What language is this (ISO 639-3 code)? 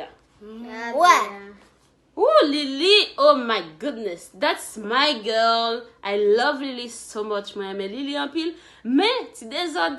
hat